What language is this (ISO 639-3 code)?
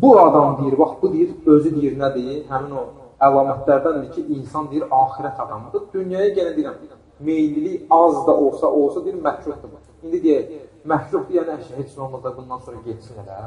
aze